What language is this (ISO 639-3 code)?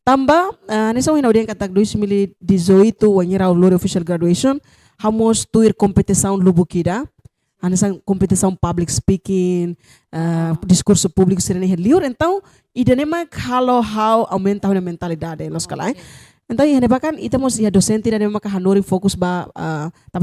tet